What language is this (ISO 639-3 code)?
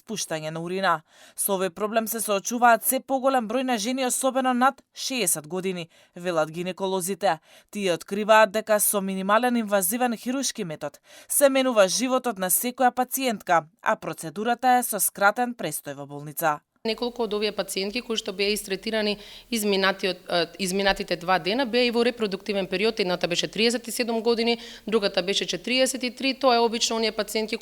mkd